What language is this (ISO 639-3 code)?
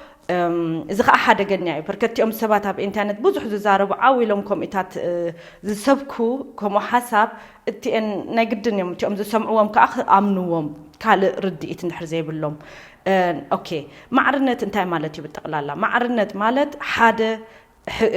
tir